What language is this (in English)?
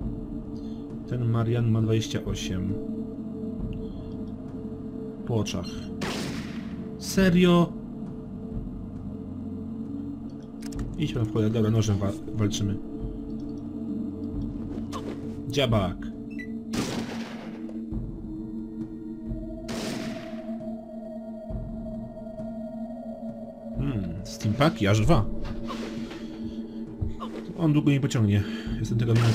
Polish